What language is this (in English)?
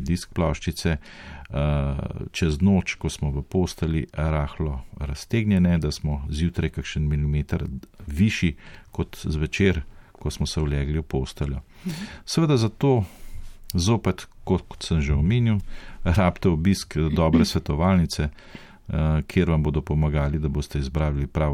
Slovenian